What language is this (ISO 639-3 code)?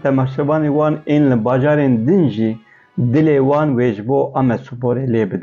kur